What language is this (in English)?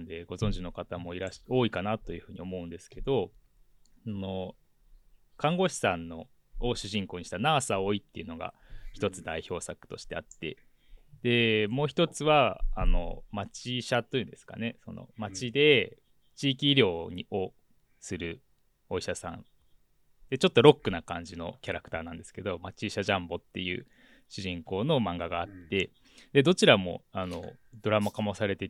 Japanese